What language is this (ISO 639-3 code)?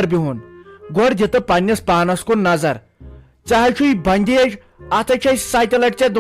kas